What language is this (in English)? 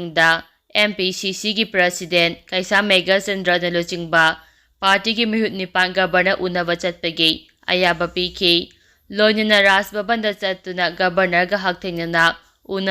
Manipuri